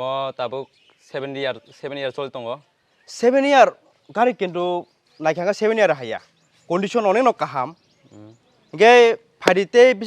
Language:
Kok Borok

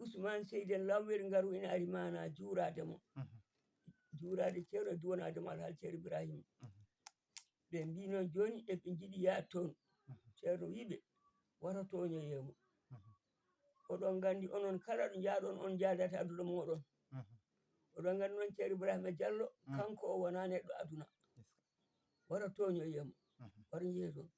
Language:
Fula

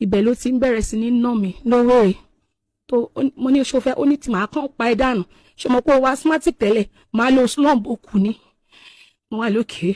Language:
Yoruba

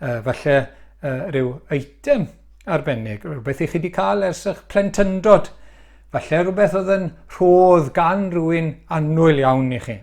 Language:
Welsh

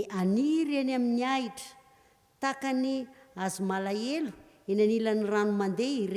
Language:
Malagasy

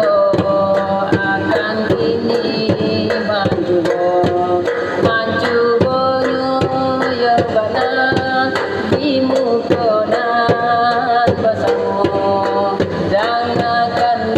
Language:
Minangkabau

